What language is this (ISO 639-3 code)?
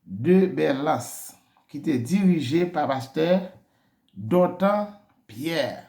hat